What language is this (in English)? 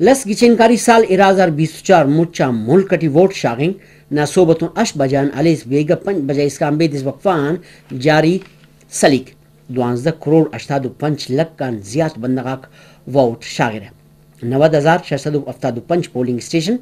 Brahui